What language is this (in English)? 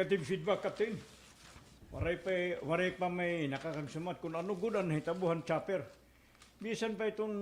Waray